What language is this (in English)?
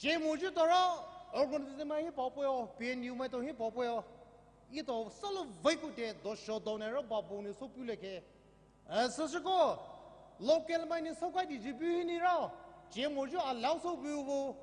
Poumei Naga